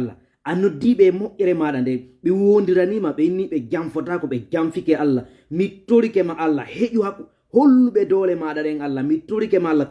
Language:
Fula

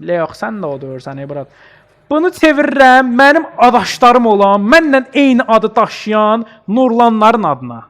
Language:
Azerbaijani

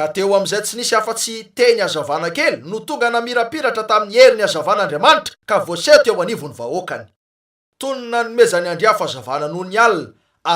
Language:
Malagasy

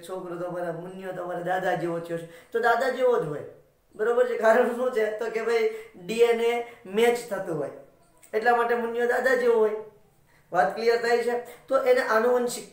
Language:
Gujarati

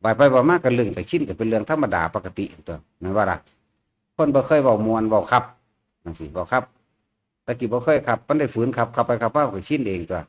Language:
Northeastern Thai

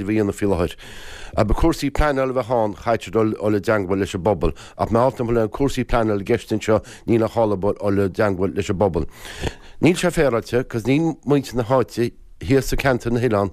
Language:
Irish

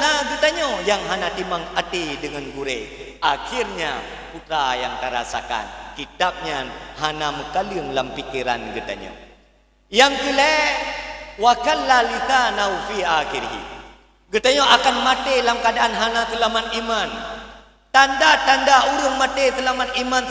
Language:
Achinese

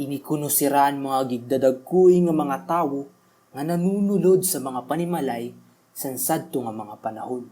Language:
Waray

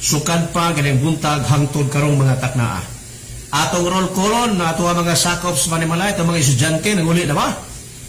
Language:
Cebuano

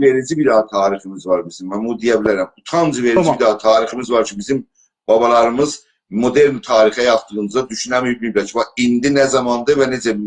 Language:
South Azerbaijani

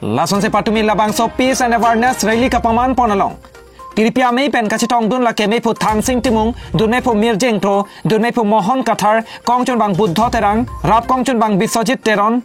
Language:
Karbi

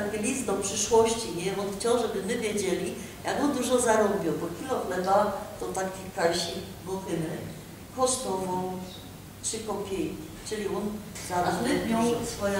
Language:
Silesian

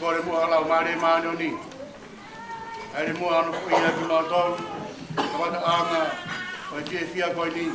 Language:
Tongan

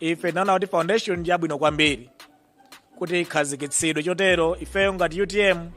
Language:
Nyanja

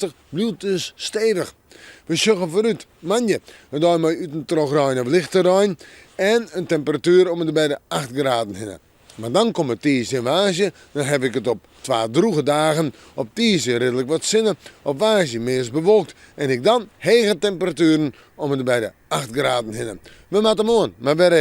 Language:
Western Frisian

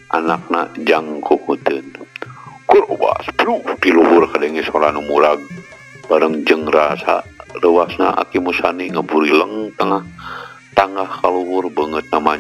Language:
Sundanese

